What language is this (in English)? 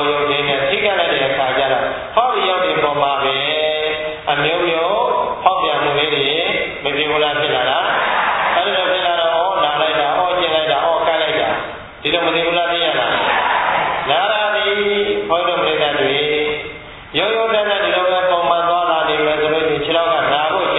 Burmese